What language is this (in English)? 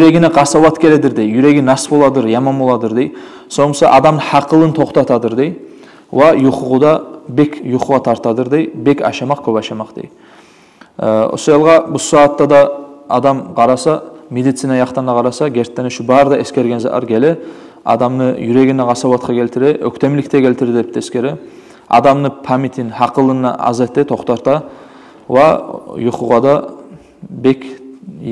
Kumyk